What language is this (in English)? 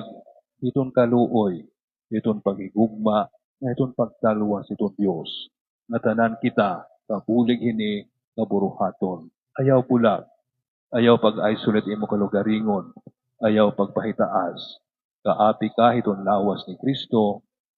Waray